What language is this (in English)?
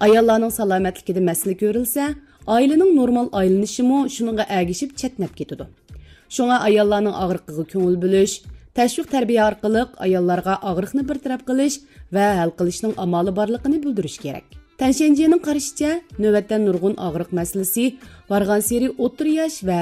Uyghur